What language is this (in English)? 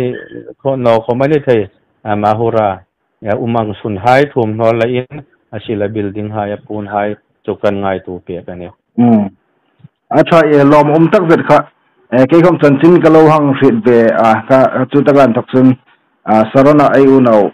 Hmar